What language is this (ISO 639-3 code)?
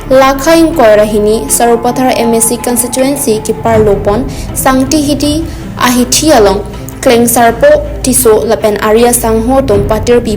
mjw